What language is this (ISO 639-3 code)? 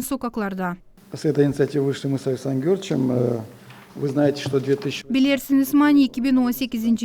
gag